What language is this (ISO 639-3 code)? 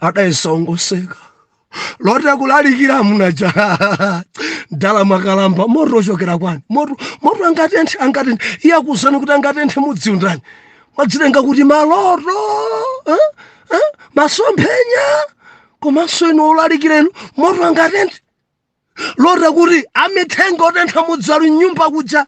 nya